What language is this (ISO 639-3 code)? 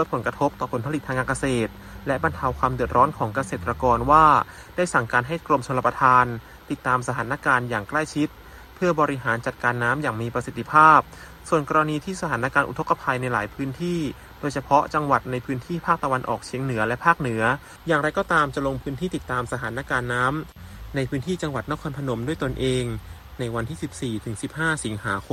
tha